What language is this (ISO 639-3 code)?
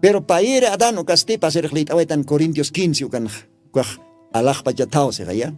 aym